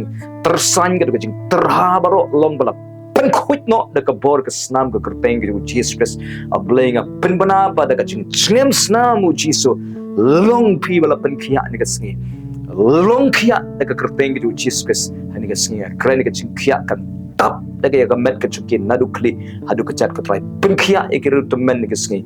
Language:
Khasi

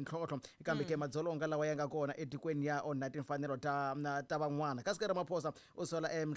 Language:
Tsonga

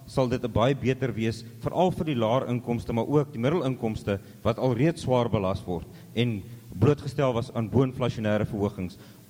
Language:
Afrikaans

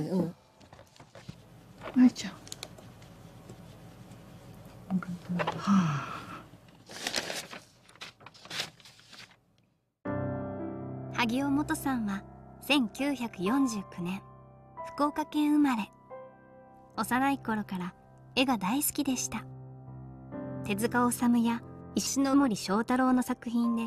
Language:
Japanese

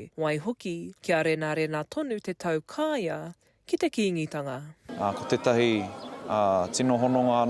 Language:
Māori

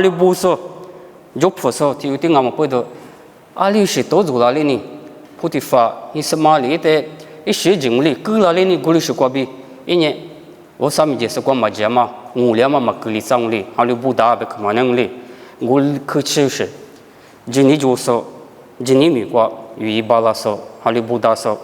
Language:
Lisu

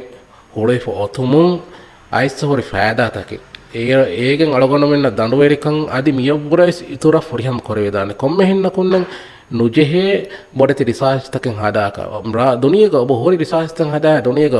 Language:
Divehi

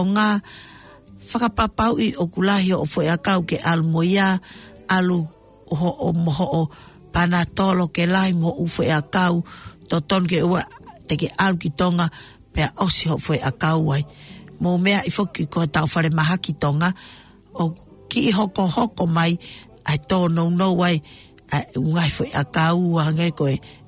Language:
Tongan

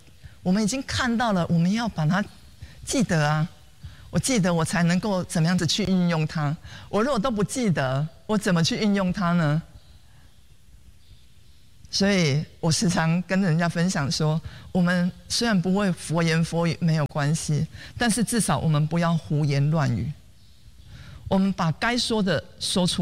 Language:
Chinese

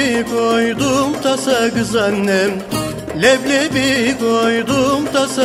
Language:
Turkish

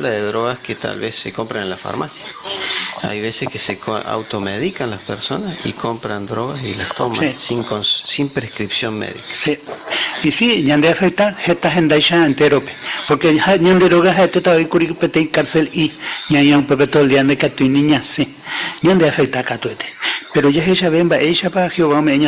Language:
Guarani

